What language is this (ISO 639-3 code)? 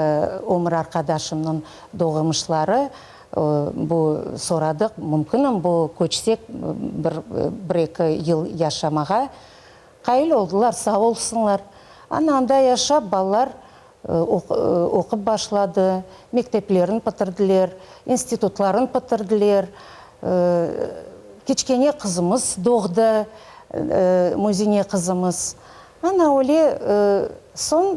crh